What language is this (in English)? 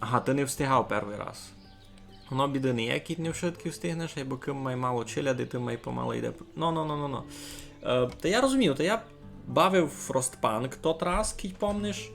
Rusyn